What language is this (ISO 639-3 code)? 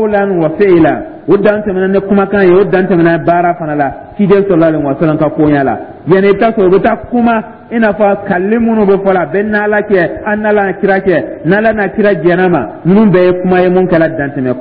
dyu